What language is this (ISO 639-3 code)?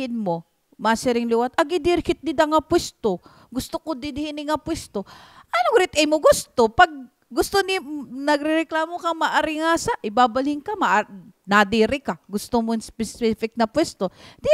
war